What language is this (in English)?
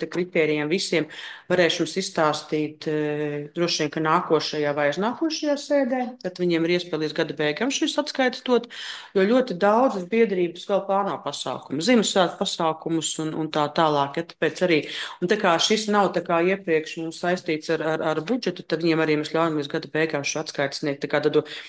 Latvian